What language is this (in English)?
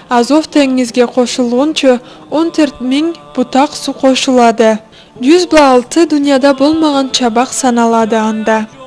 Karachay-Balkar